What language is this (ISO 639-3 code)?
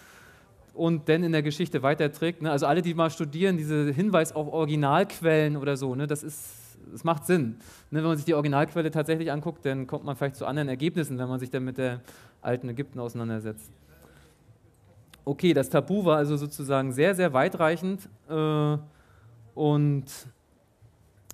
deu